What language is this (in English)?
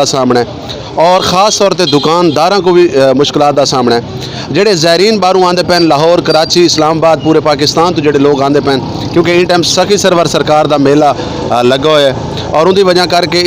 Saraiki